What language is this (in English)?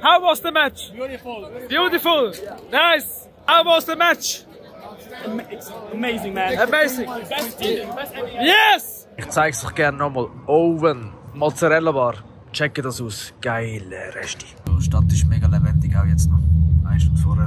Swiss German